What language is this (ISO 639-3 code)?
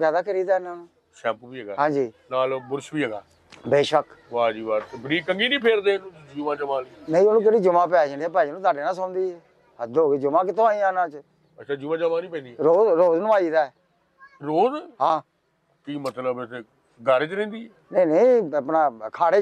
pan